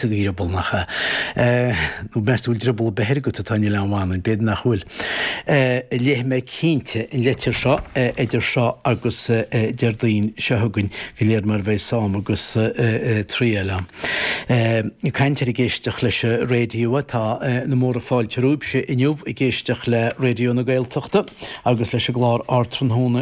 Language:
Irish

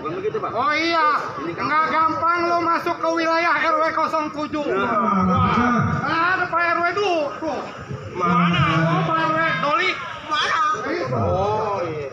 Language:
Betawi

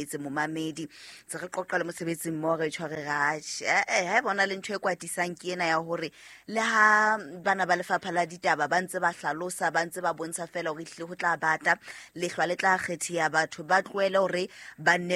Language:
Southern Sotho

